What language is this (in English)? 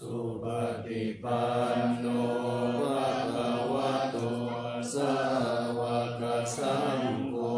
Pali